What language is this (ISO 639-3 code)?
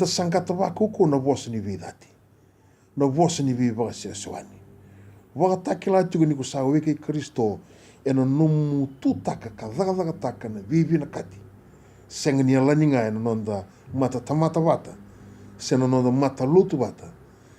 fij